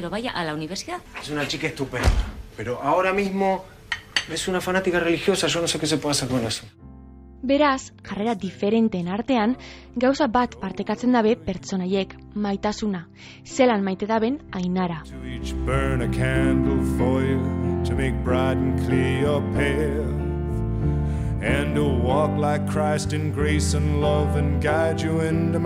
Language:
Basque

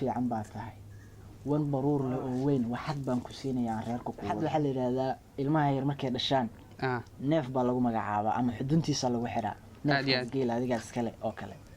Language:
Somali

